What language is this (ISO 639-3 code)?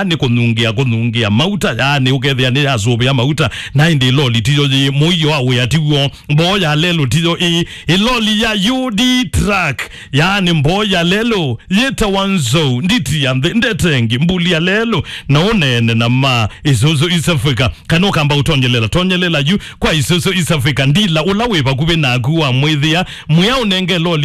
kam